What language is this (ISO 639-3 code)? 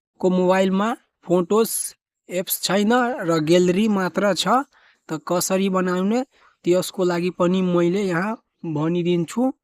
nep